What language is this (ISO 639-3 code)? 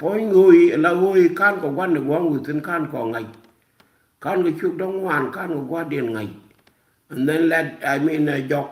nus